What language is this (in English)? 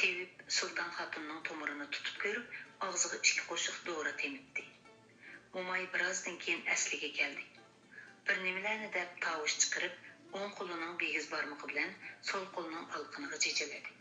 Uyghur